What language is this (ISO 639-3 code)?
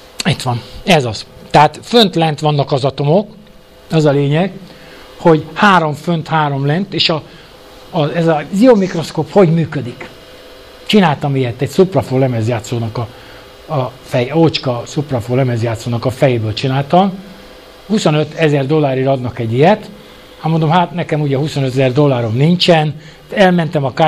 hun